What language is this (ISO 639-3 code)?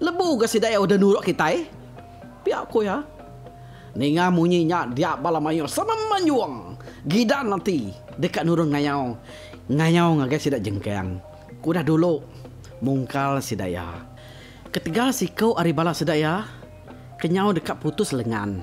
iba